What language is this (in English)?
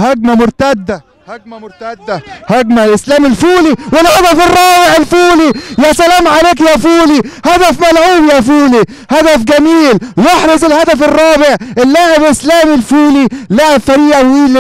Egyptian Arabic